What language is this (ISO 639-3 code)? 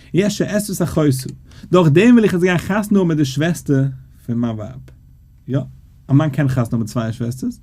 yid